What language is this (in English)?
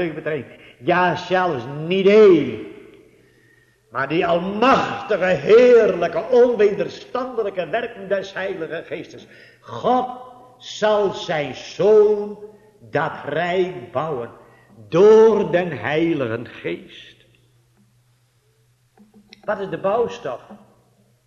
Dutch